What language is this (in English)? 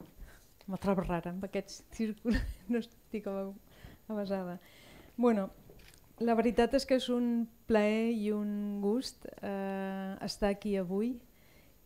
Catalan